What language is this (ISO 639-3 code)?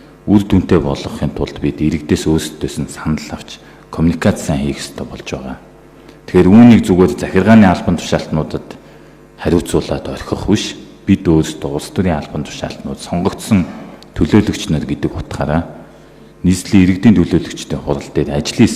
mon